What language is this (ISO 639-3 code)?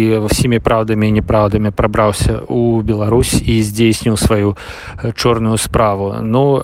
bel